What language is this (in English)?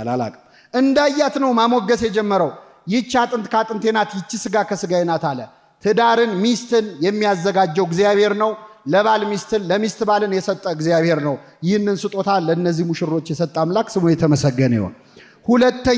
Amharic